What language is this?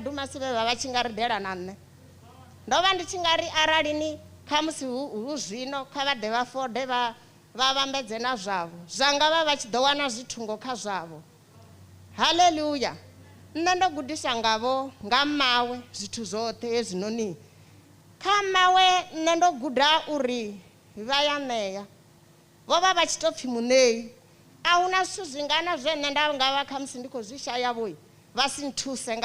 Venda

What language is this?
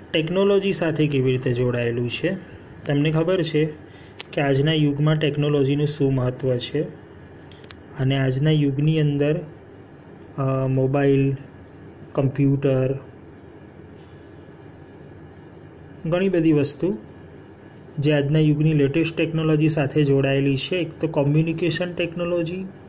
Gujarati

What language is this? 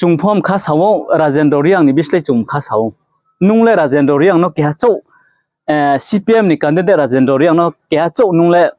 Riang (India)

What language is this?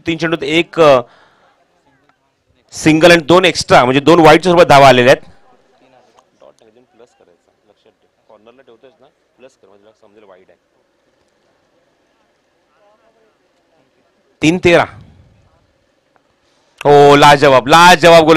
Marathi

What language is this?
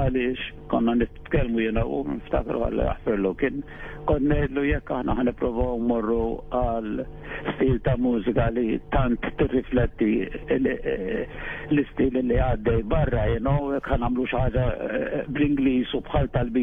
Maltese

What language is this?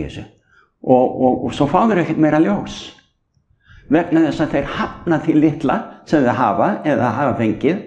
Icelandic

